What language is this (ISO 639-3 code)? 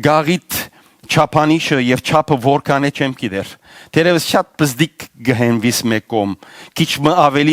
hyw